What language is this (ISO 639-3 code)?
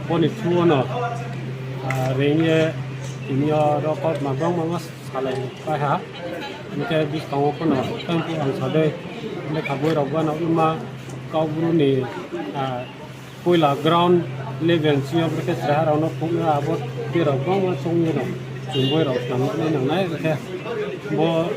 ria